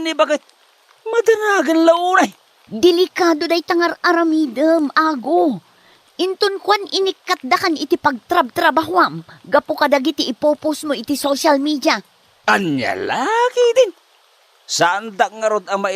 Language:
Iloko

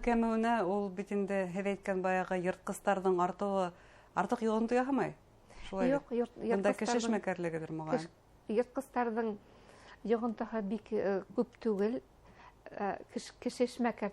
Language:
Bashkir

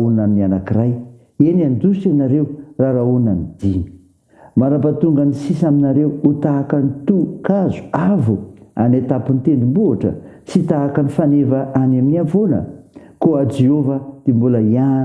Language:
Malagasy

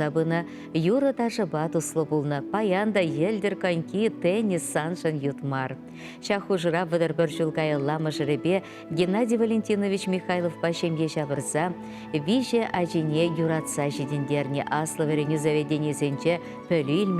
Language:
Chuvash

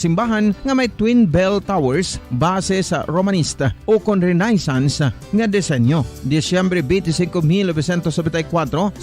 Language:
Hiligaynon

